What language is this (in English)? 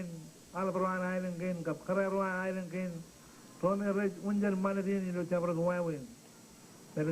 Marshallese